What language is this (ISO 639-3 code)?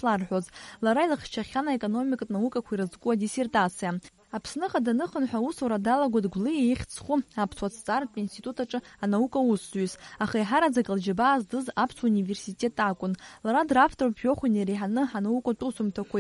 abk